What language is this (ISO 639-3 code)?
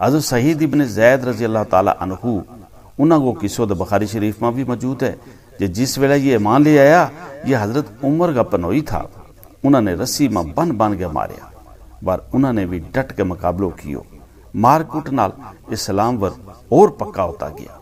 gju